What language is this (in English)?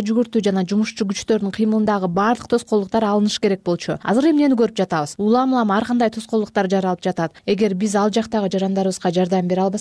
Kyrgyz